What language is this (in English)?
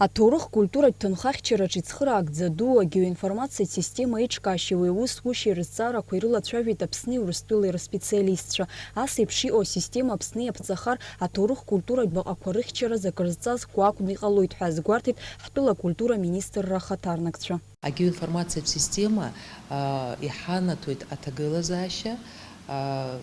Abkhazian